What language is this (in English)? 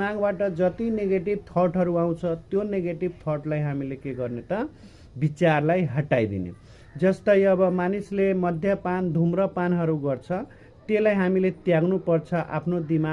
Nepali